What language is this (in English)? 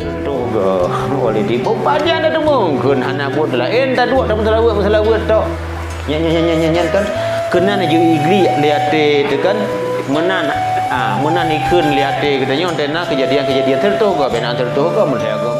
Achinese